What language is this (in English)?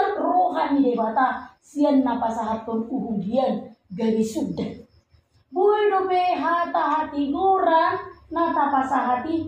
Batak Toba